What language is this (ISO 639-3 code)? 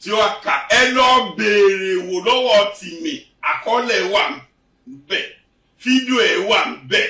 yor